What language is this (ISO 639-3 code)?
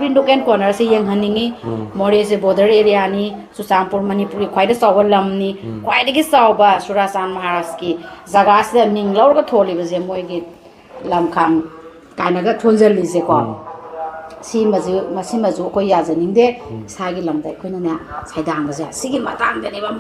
mni